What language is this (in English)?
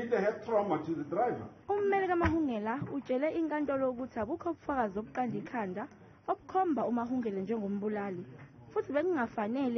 Zulu